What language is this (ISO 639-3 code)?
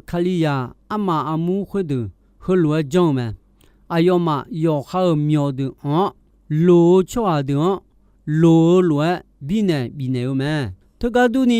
ahk